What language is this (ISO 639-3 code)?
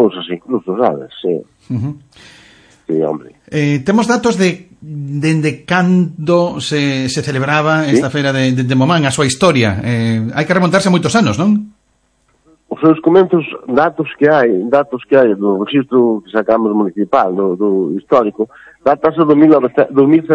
glg